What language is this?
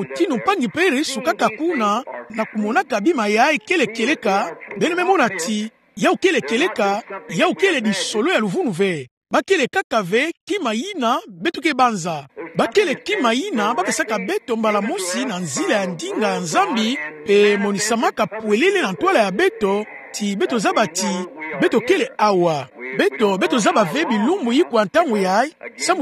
Kituba (Democratic Republic of Congo)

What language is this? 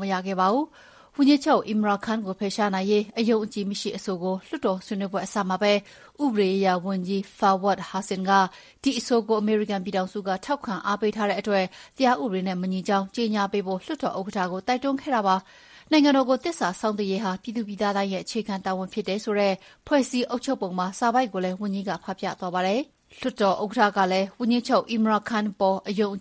Burmese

